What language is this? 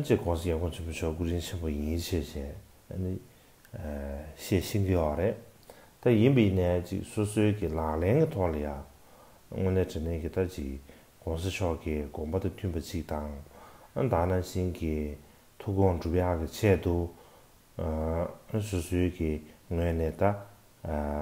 Tibetan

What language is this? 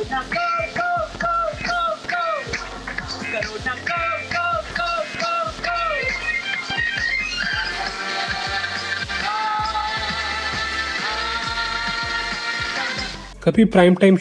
Hindi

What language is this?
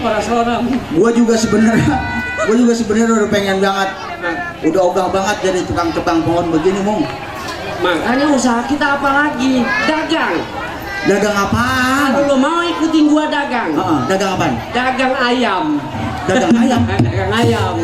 Betawi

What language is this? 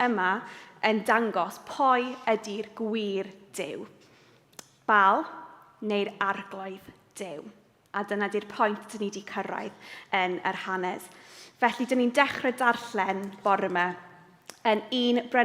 Welsh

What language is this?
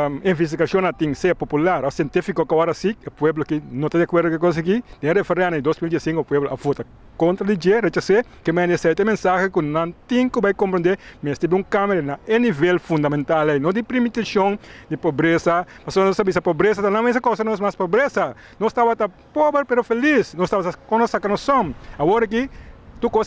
Papiamento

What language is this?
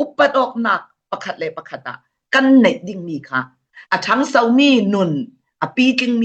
Falam Chin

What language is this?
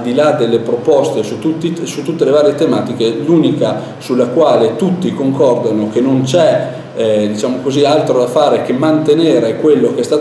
Italian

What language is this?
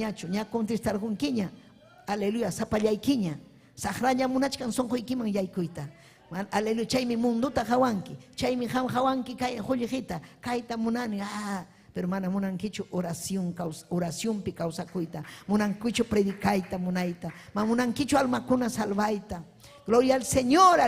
Ayacucho Quechua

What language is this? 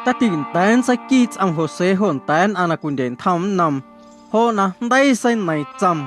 Guerrero Amuzgo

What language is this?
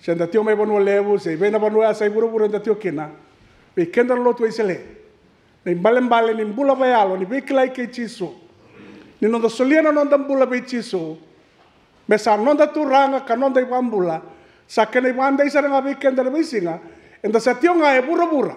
Fijian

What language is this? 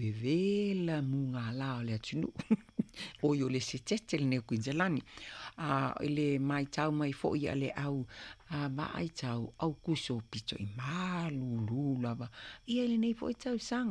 Samoan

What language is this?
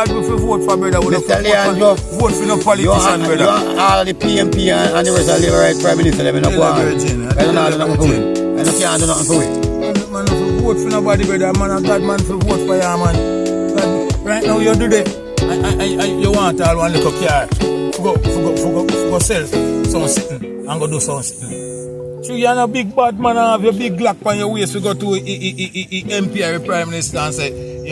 Jamaican Creole English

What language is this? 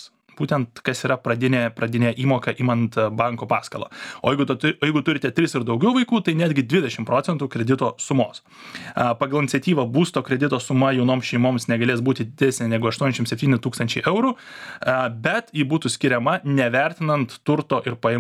Lithuanian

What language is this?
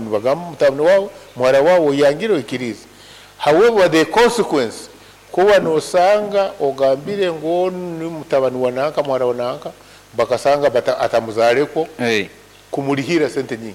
Nyankole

